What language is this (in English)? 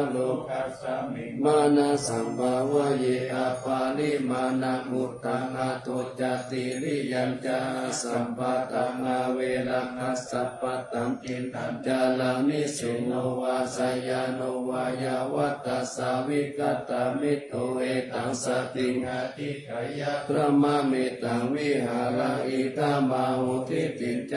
Pali